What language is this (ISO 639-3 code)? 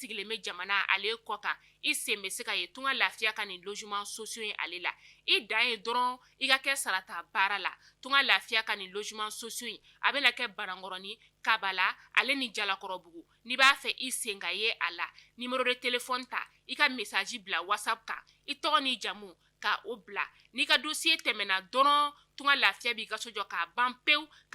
bam